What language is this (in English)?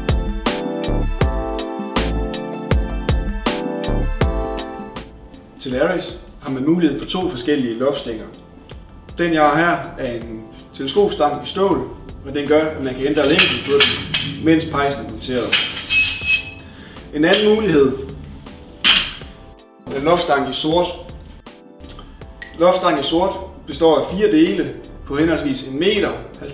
Danish